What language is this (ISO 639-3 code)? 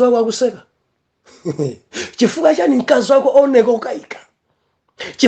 nya